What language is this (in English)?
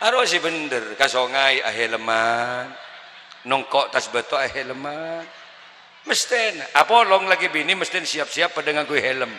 Madurese